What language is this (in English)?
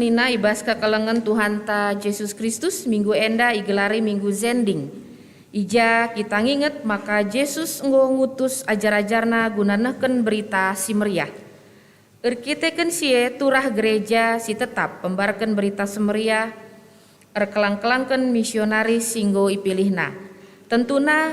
Batak Karo